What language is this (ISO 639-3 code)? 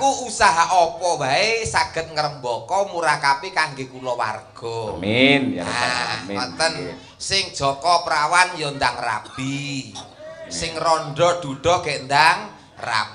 jav